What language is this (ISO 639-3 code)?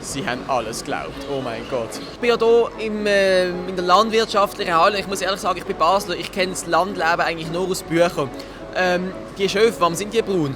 gsw